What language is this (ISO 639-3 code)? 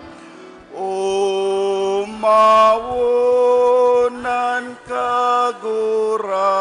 bik